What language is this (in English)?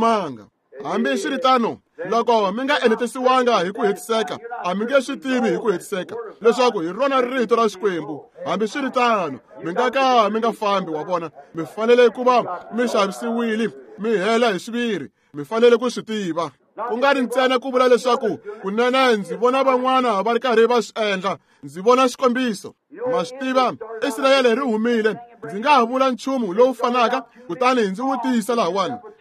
Tsonga